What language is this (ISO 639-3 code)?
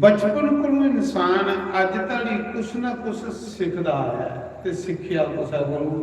doi